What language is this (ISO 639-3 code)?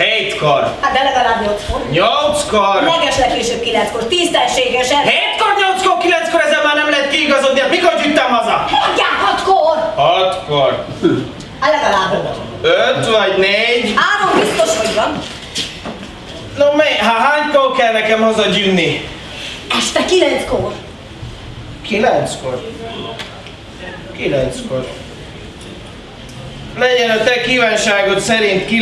hun